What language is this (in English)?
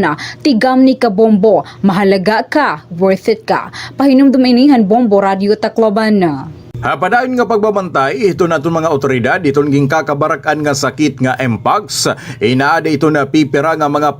Waray